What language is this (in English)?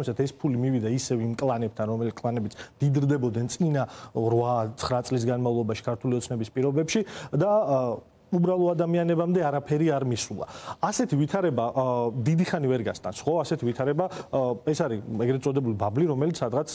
Georgian